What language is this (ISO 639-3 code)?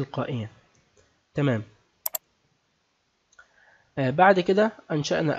arz